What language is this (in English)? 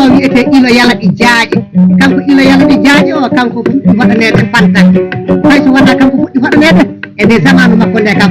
Fula